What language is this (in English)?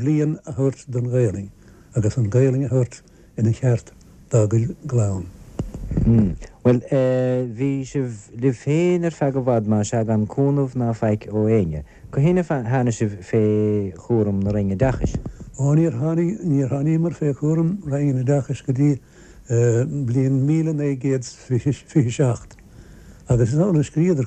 Irish